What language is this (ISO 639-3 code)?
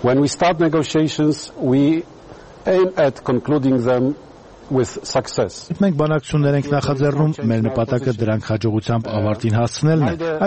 hye